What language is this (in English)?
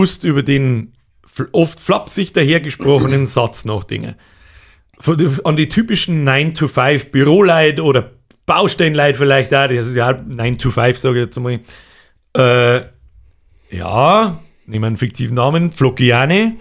Bavarian